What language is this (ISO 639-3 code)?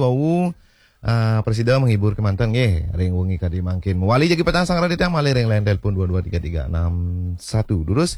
ban